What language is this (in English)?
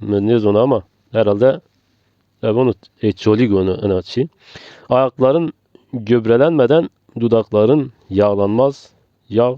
Zaza